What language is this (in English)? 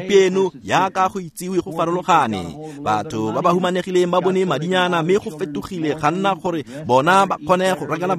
Tswana